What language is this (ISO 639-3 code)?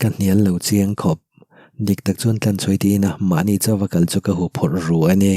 lus